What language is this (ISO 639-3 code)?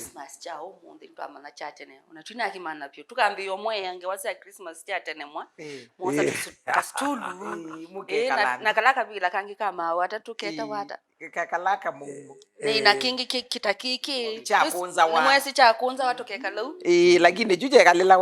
kam